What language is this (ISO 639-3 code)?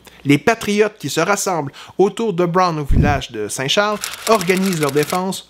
fra